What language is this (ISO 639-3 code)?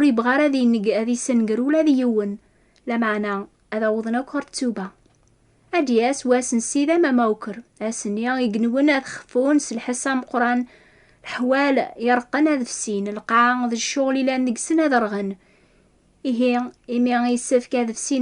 kab